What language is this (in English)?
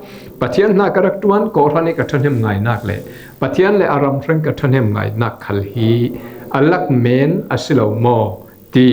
Falam Chin